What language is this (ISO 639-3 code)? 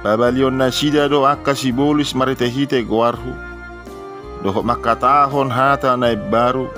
bbc